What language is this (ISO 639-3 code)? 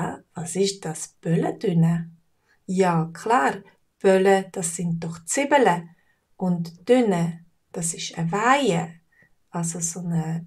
gsw